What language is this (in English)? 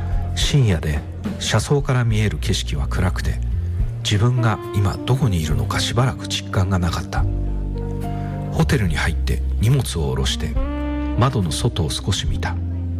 Japanese